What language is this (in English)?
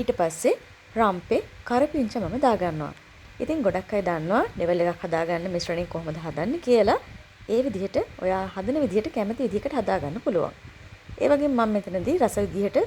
Sinhala